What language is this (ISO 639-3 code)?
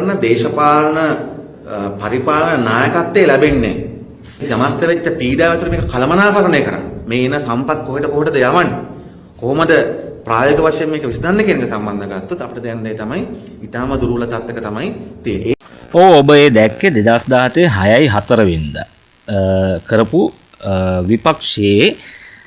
sin